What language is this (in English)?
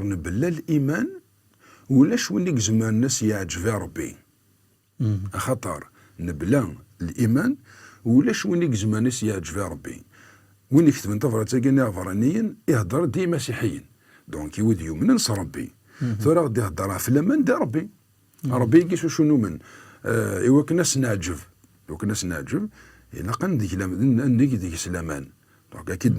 Kabyle